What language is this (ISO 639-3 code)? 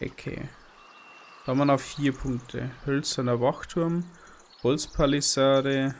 bar